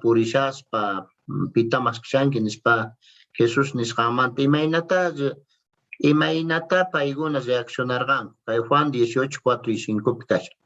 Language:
Quechua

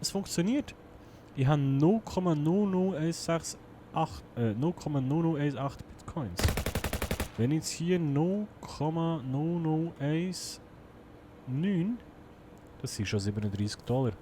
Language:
Swiss German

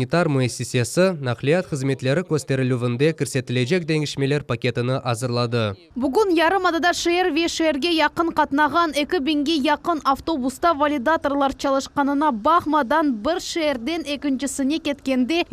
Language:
Crimean Tatar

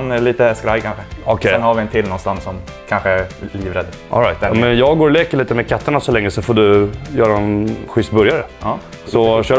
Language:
Swedish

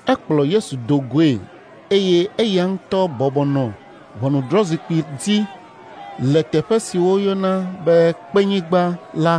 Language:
Ewe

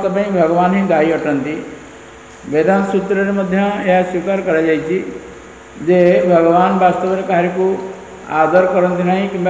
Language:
Odia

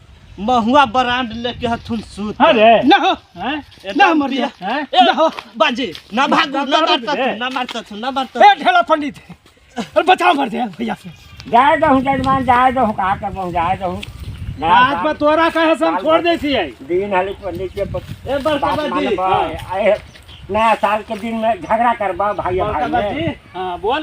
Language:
Magahi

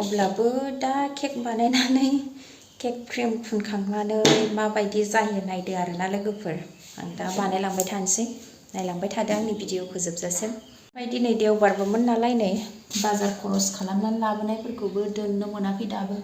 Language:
Bodo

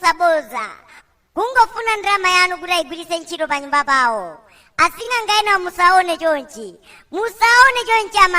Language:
Nyanja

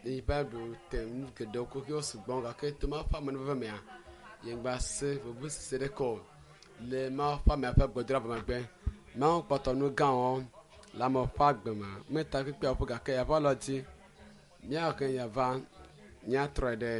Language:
Ewe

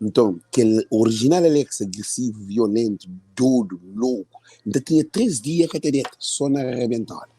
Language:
Kabuverdianu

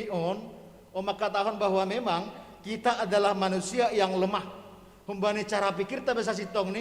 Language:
Batak Simalungun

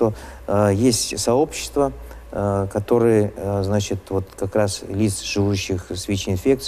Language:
Russian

